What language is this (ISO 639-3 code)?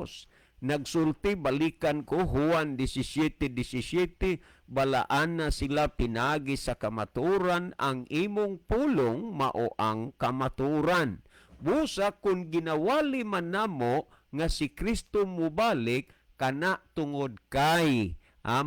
ceb